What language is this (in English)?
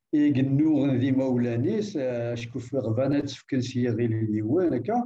Kabyle